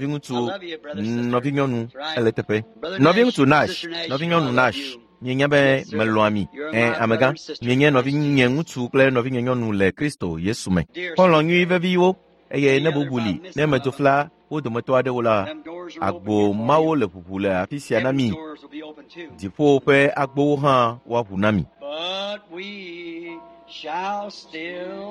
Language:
Ewe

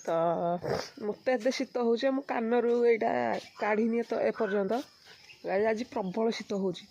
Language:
Odia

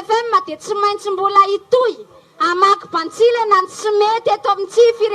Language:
Malagasy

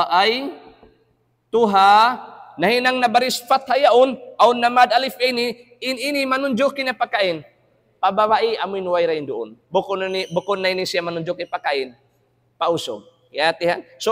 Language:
Tausug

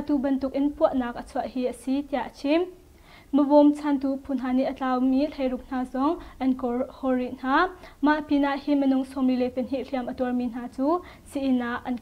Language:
Hakha Chin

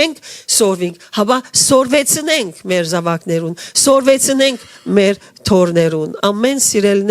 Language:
Western Armenian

